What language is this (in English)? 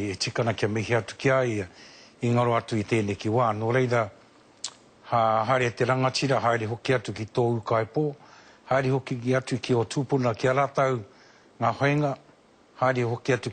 Māori